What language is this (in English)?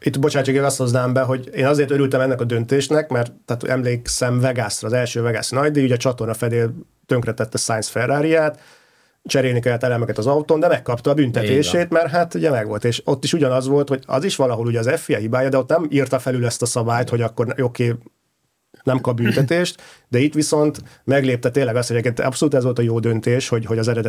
Hungarian